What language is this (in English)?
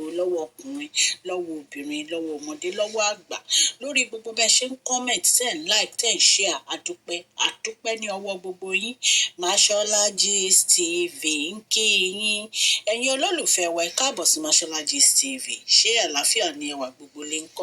Yoruba